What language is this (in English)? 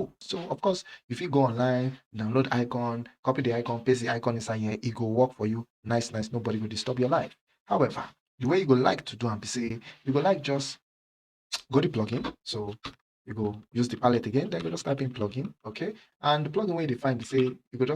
Nigerian Pidgin